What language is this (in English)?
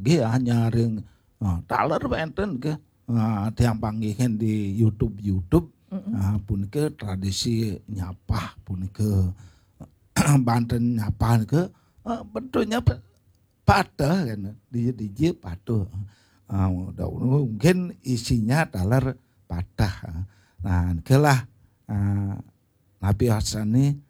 Balinese